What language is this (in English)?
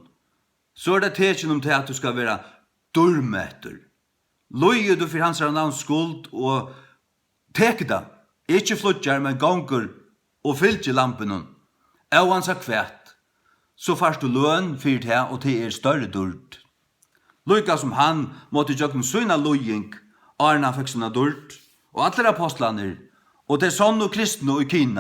Faroese